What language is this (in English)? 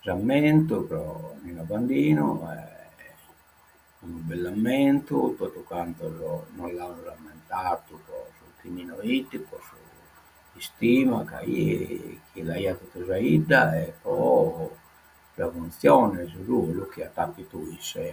Sardinian